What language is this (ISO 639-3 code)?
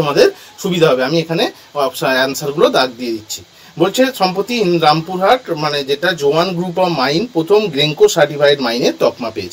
ben